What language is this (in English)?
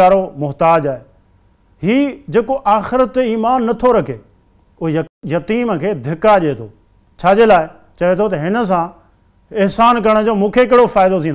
Sindhi